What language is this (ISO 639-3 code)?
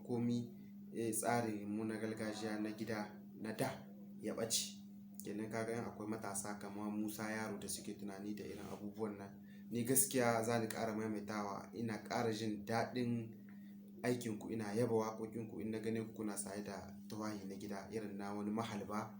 hau